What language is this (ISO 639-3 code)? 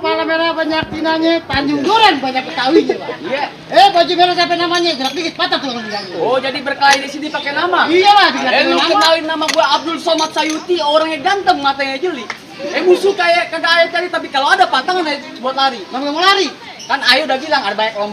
bew